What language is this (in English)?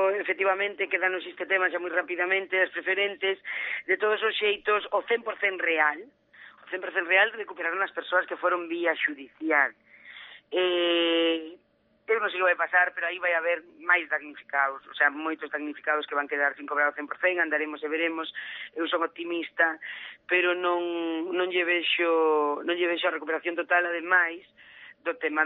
Galician